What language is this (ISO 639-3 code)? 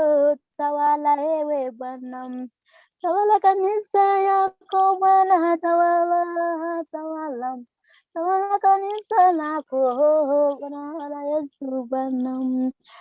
kln